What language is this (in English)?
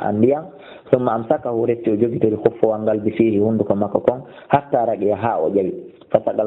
Fula